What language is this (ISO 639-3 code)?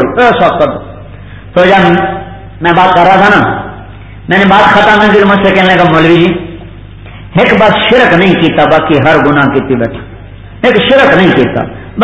urd